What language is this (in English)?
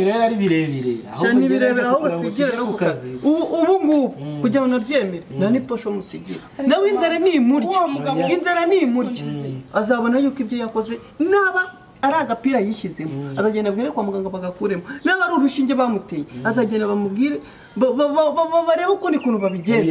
Kinyarwanda